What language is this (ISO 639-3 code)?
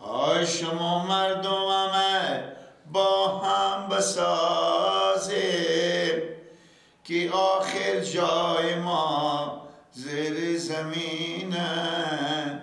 fas